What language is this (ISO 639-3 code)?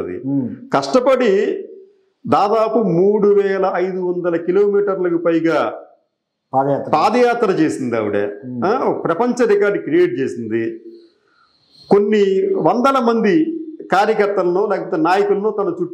tel